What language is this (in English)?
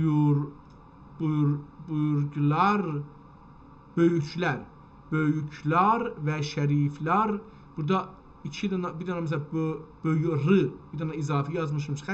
South Azerbaijani